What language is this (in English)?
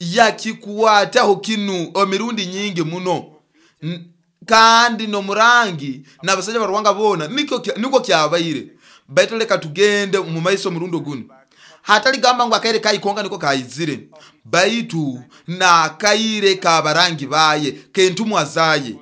Nyoro